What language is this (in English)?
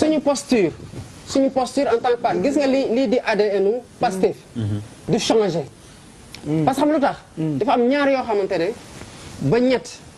Wolof